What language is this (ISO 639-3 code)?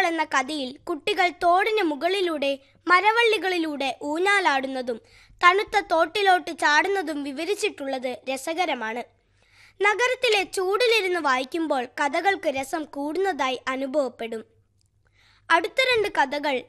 mal